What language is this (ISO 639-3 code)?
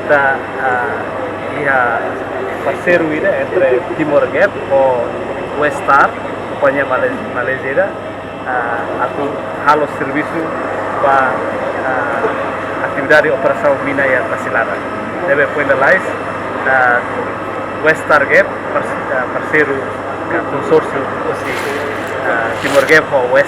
tet